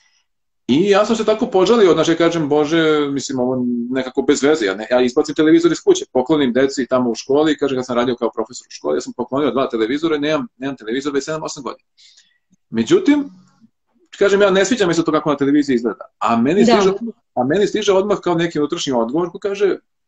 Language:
Serbian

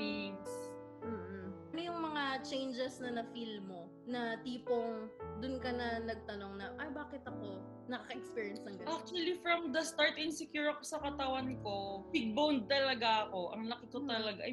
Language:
Filipino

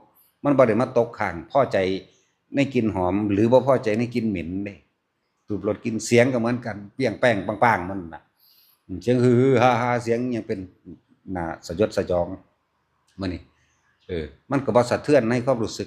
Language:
Northeastern Thai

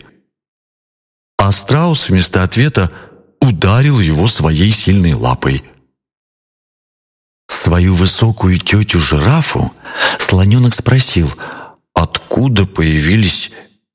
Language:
Russian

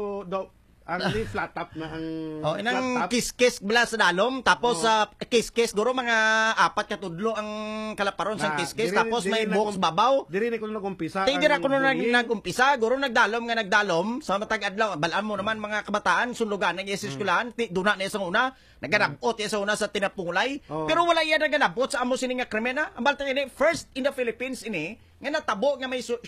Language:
Hiligaynon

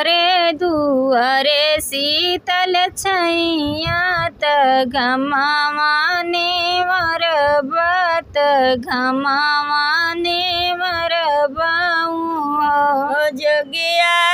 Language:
Bhojpuri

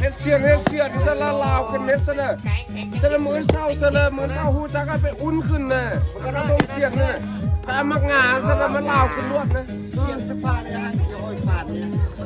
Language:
Lao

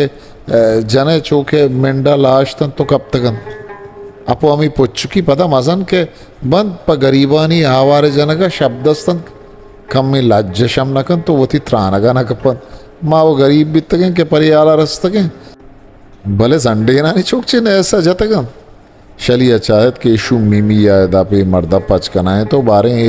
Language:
Eastern Balochi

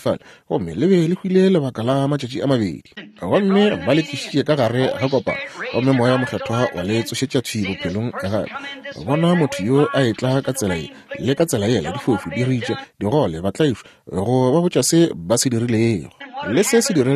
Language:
Northern Sotho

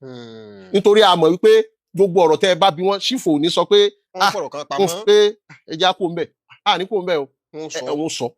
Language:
Yoruba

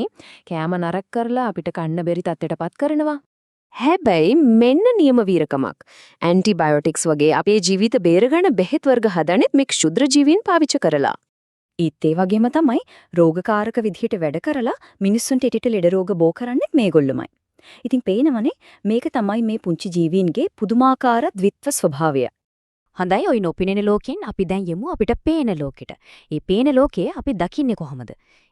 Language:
Sinhala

